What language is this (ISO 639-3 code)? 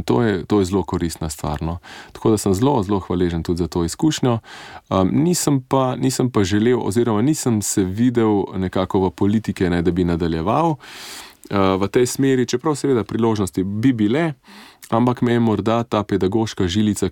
slv